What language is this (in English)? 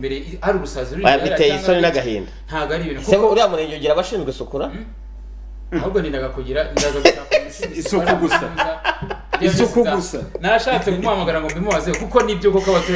Kinyarwanda